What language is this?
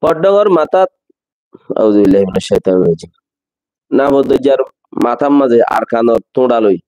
Rohingya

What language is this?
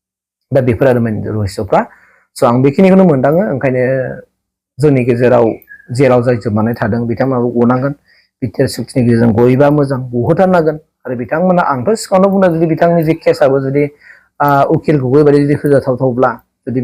Bodo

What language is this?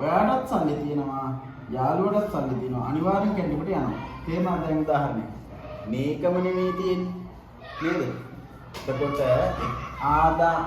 Sinhala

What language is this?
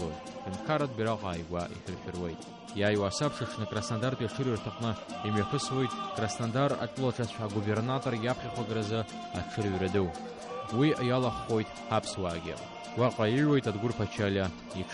Abkhazian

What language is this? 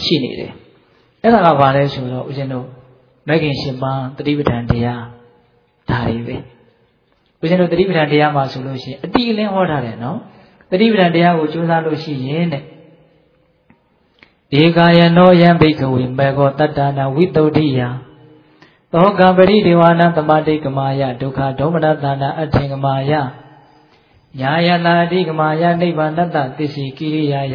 Burmese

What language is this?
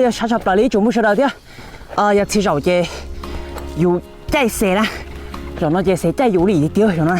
Hmong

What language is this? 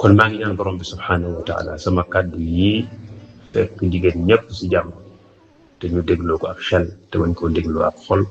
Wolof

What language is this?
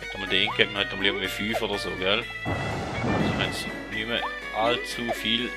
Swiss German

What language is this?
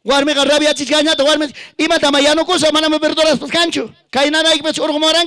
Ayacucho Quechua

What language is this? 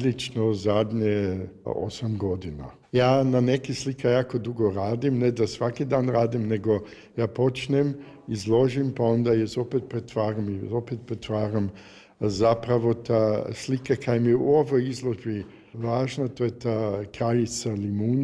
Croatian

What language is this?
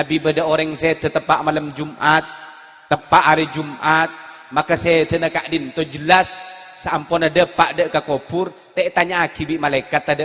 Madurese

